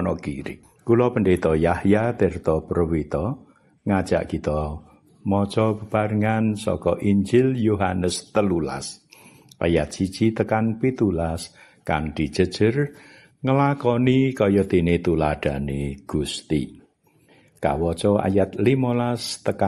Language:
Javanese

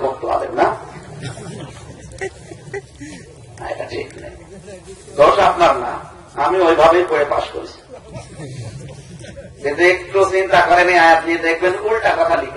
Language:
Bangla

